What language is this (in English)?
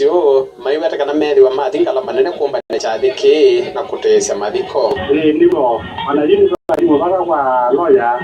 Kamba